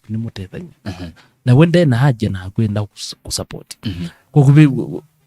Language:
Kamba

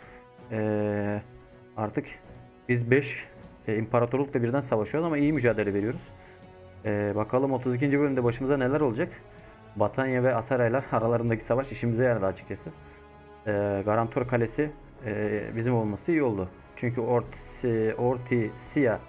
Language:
Turkish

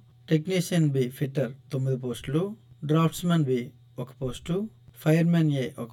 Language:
Telugu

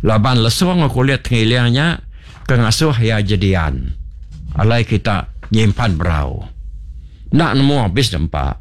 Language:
Iban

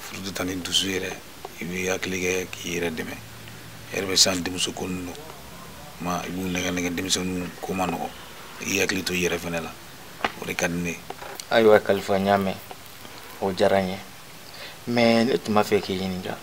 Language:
Bambara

